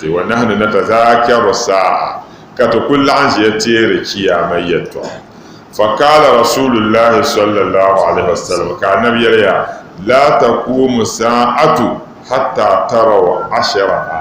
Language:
Dagbani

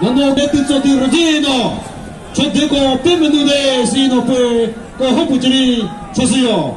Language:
Chokri Naga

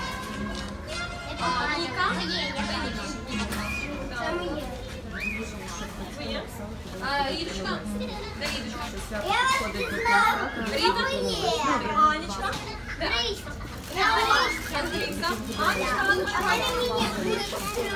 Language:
Ukrainian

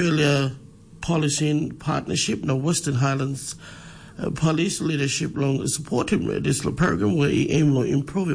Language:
Tok Pisin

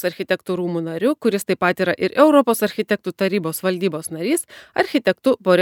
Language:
Lithuanian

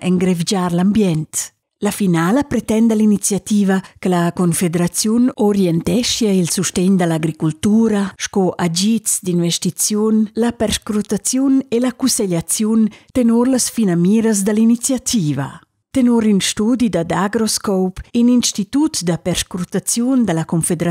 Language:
Romansh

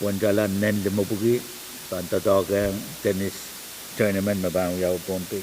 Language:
Pohnpeian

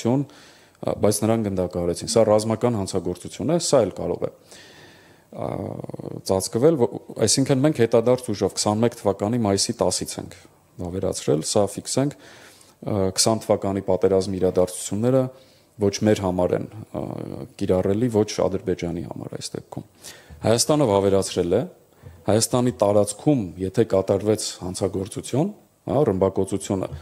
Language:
Armenian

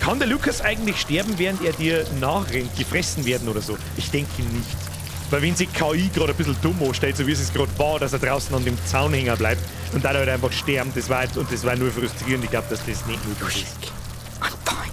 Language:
Bavarian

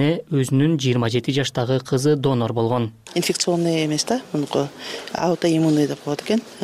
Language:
Kyrgyz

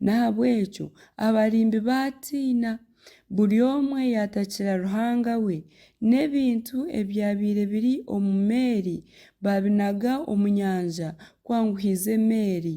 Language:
Nyankole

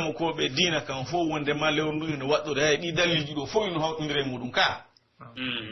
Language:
Pular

